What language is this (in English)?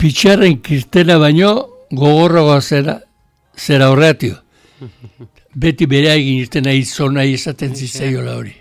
Basque